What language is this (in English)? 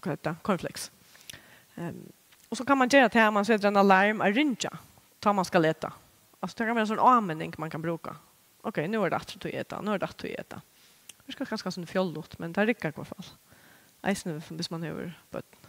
Faroese